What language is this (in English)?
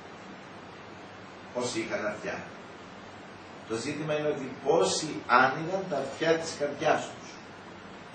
Greek